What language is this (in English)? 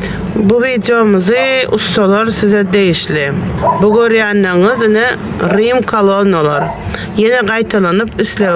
Turkmen